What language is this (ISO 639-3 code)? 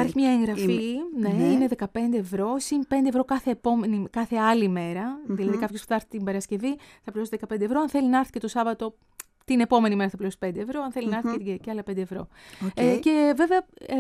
ell